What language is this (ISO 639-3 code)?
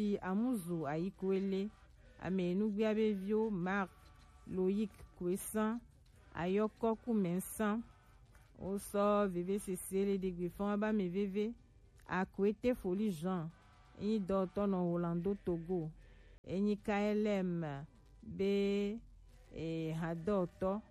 gej